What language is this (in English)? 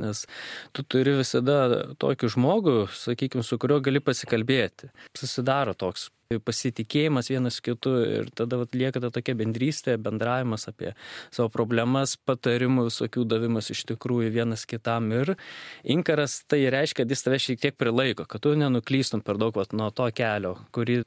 Lithuanian